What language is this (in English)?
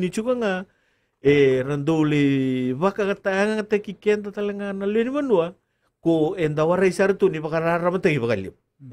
Fijian